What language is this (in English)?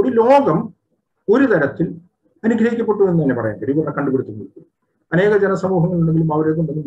Malayalam